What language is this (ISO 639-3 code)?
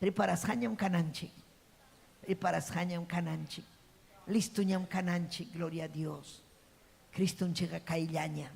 quy